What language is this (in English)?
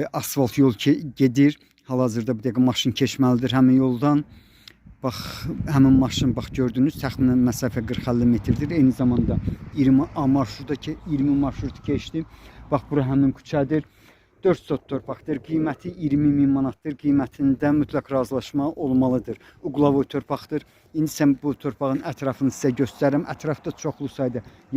Azerbaijani